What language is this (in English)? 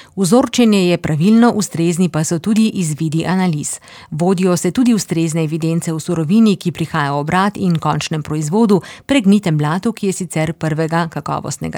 Slovenian